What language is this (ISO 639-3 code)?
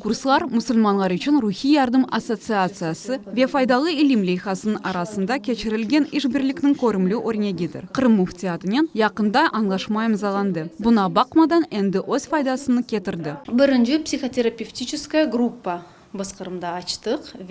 crh